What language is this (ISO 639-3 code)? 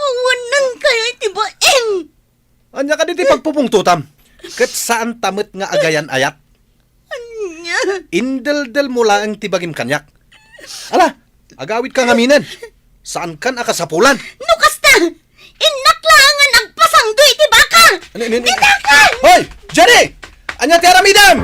ilo